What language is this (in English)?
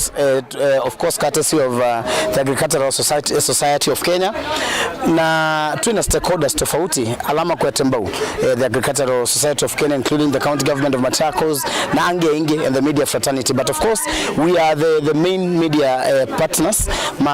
Kamba